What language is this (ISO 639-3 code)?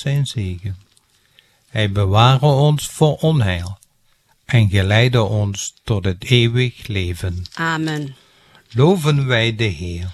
nld